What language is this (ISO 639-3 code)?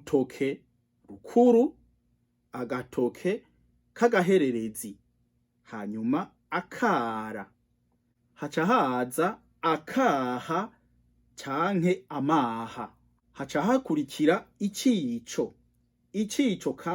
run